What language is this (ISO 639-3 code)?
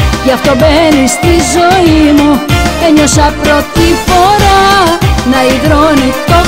ell